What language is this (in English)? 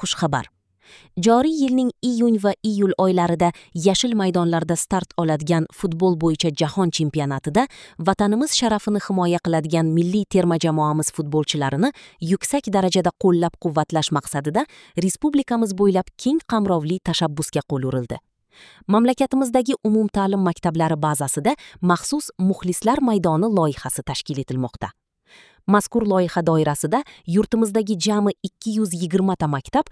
Uzbek